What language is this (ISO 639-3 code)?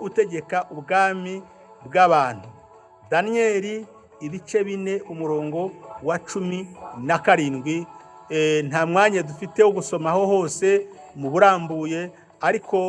kin